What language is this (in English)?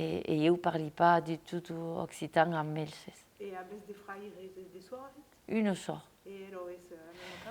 Occitan